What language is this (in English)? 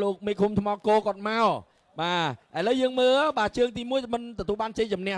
Khmer